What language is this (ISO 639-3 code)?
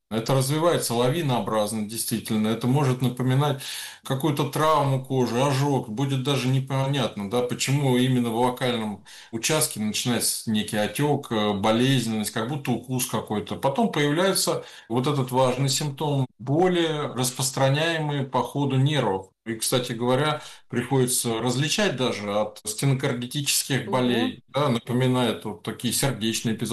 rus